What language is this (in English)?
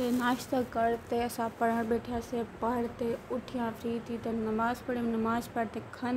Saraiki